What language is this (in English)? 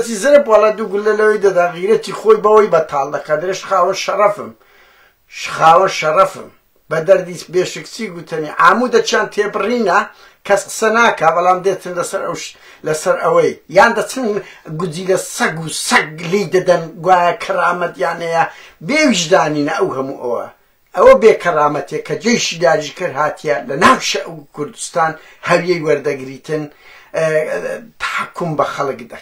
Central Kurdish